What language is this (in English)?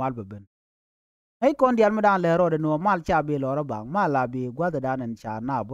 Nuer